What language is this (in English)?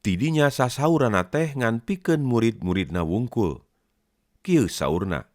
Sundanese